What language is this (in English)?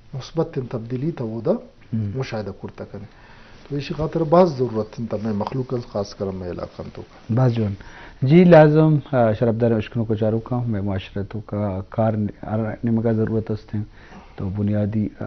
Eastern Balochi